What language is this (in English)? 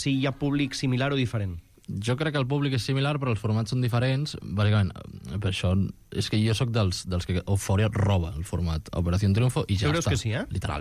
Catalan